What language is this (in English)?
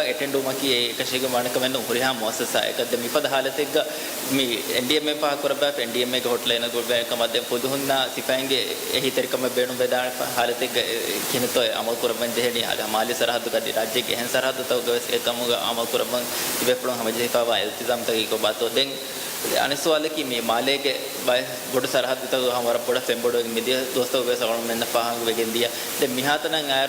Divehi